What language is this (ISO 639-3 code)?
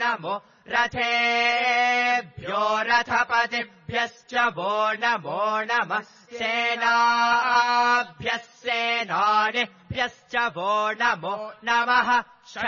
san